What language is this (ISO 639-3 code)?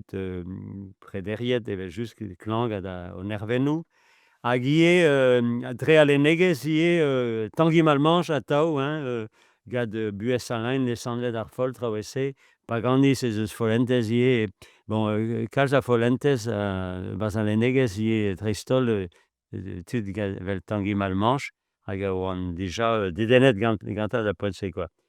bre